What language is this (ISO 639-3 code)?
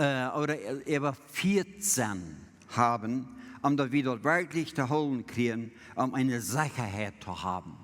pdt